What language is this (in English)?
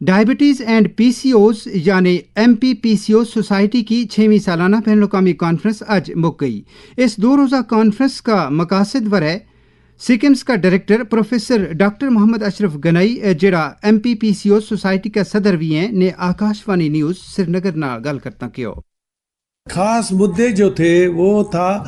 Gujari